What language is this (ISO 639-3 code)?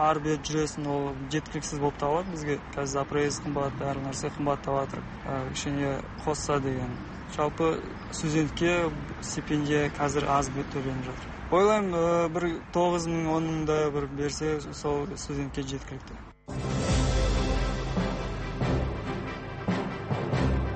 kaz